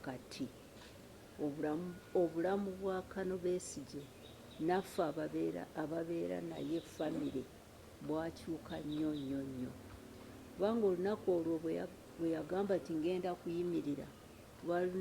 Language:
Ganda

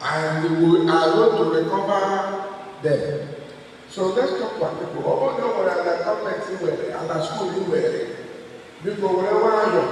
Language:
Igbo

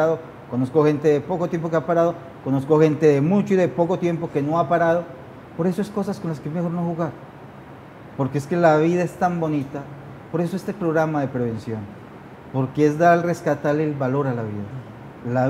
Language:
Spanish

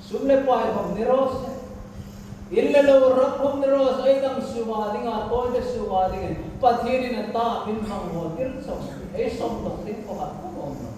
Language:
Hmar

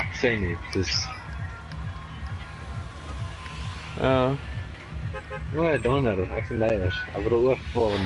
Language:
Afrikaans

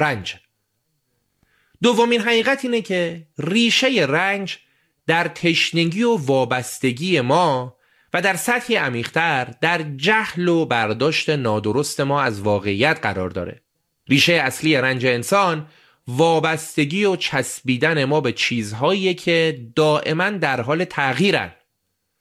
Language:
Persian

